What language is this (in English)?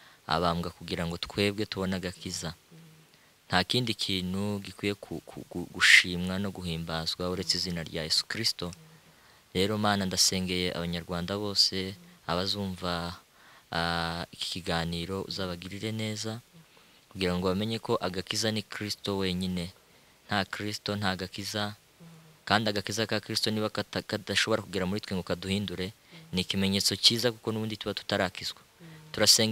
Kinyarwanda